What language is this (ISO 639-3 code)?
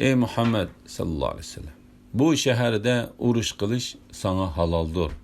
uig